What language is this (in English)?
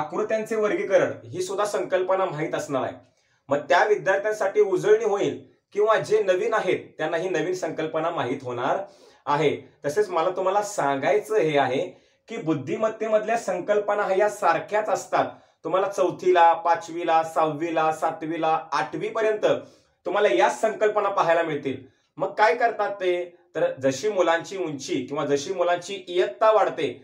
Marathi